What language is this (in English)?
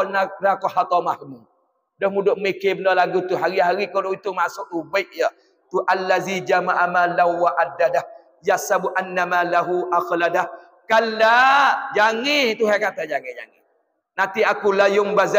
Pattani Malay